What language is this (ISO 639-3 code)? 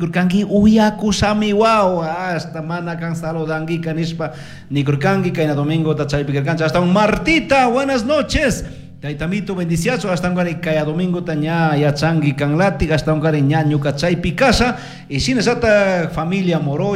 qug